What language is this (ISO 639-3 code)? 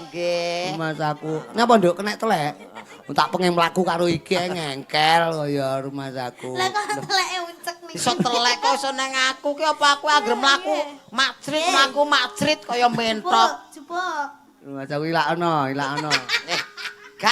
jav